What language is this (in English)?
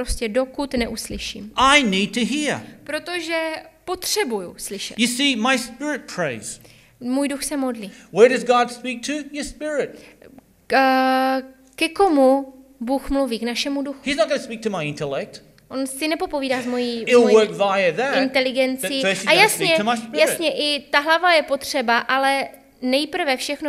Czech